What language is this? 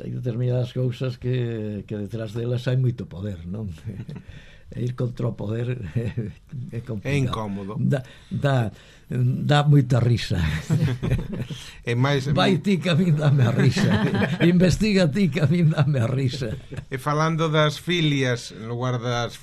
Galician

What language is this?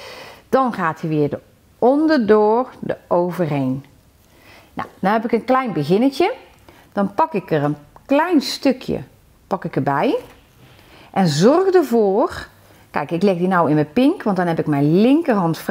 Dutch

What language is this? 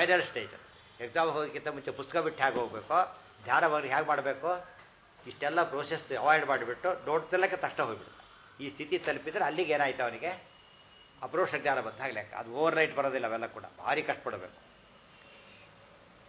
Kannada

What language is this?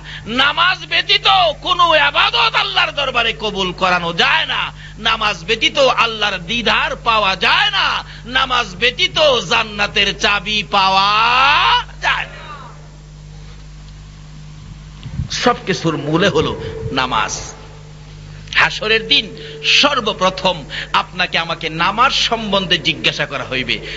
Bangla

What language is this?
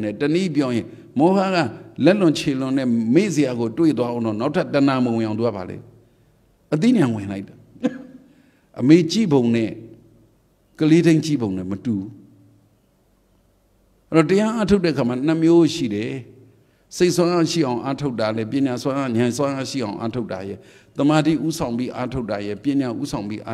Burmese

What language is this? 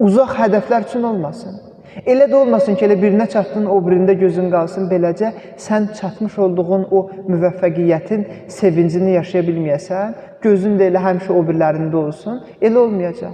Azerbaijani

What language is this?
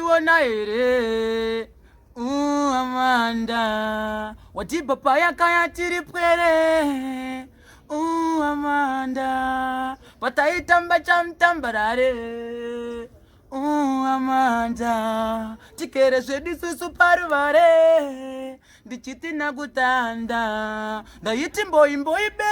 Shona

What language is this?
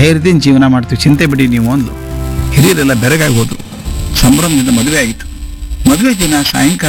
Kannada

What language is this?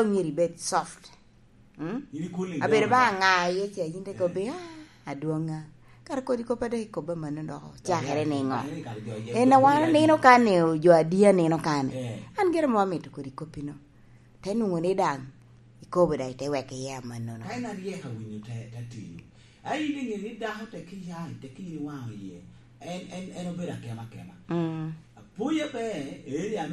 Lango (Uganda)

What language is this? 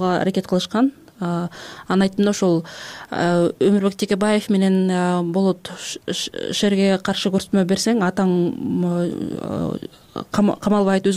Kyrgyz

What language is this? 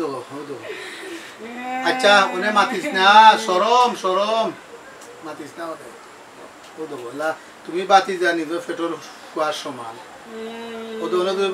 Sylheti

